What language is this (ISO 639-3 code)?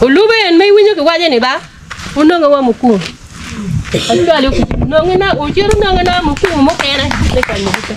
ach